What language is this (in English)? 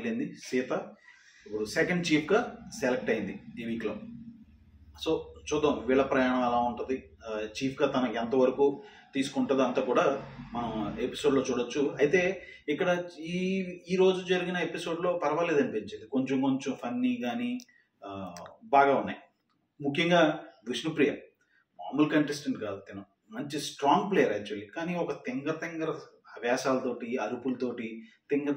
Telugu